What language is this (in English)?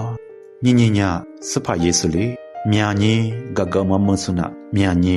Lisu